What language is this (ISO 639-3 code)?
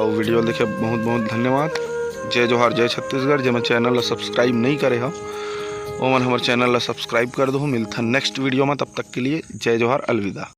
hne